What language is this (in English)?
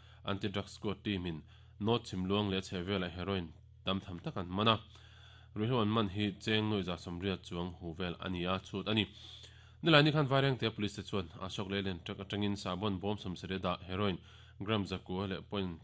Mizo